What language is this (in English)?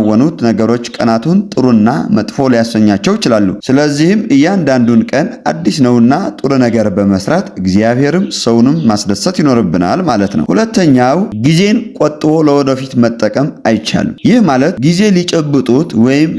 Amharic